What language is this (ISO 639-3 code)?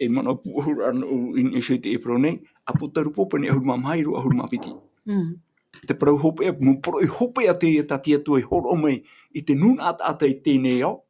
tah